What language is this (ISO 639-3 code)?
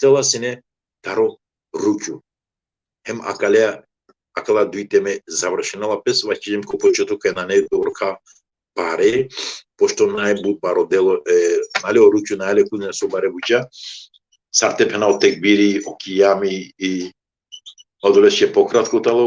rmn